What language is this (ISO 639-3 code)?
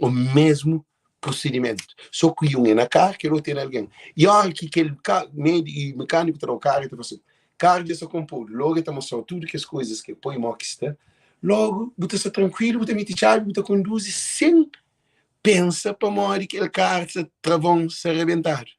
kea